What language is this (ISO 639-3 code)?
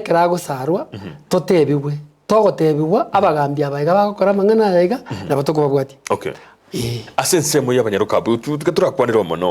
guz